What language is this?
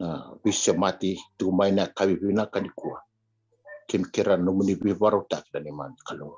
Fijian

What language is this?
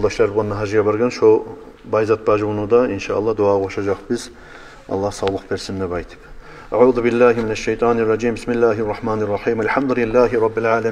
Kumyk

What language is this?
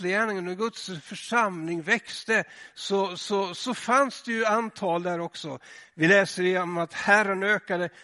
Swedish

